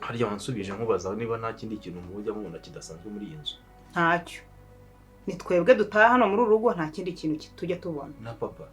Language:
Kinyarwanda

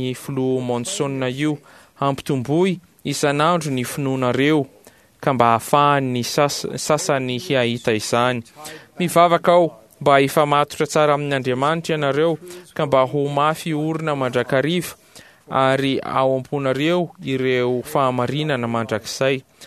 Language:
Malagasy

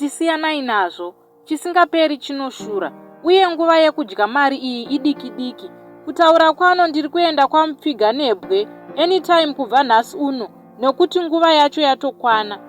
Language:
Shona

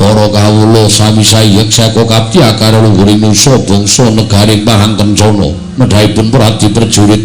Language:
Javanese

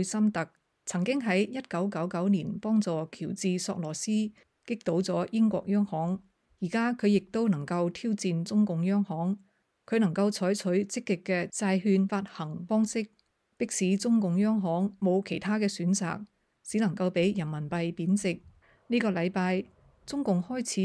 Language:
Cantonese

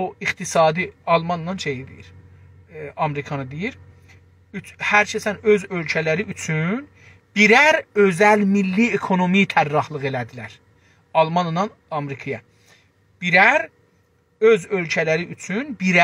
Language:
South Azerbaijani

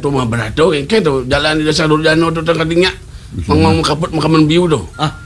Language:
Balinese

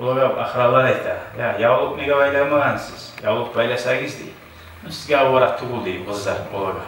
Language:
Kumyk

